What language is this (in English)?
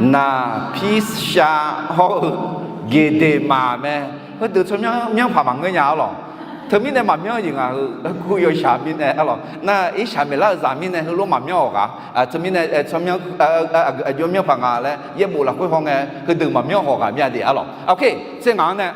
Akha